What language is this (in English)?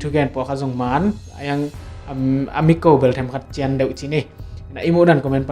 Tedim Chin